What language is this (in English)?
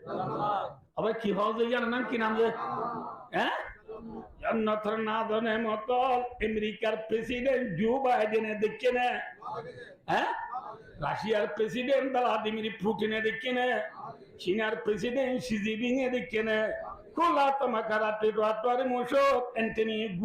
Rohingya